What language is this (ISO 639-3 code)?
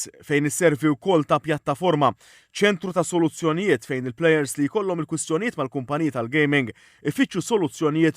mlt